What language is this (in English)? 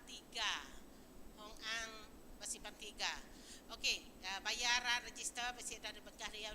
Iban